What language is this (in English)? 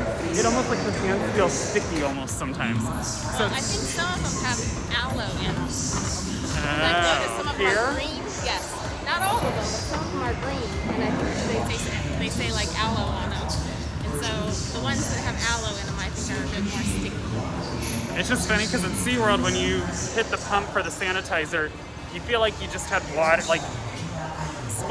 English